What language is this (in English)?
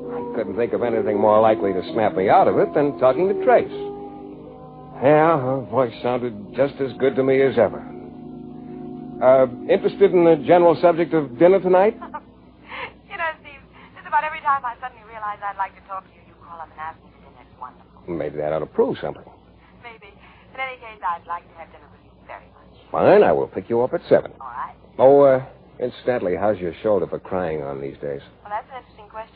English